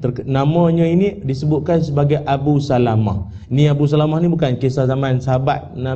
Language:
Malay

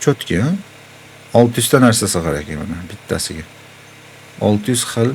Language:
Uzbek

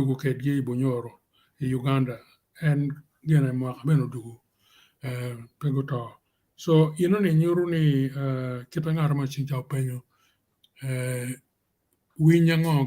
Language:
Acoli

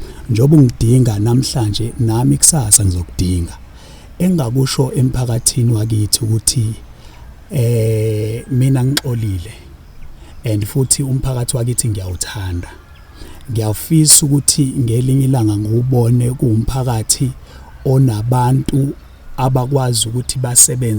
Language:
Zulu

